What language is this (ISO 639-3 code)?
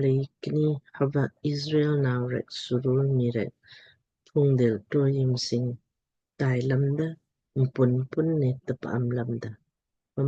lmk